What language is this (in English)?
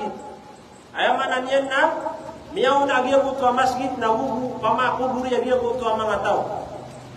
Maranao